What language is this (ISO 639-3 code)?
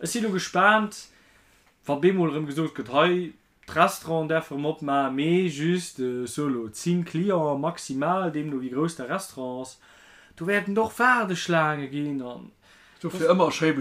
ltz